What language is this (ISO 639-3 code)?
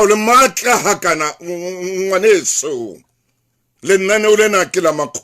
sot